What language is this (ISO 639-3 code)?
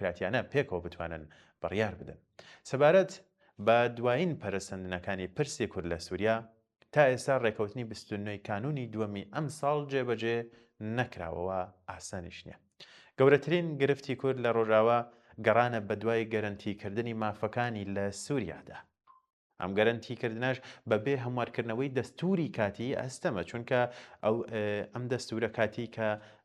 ckb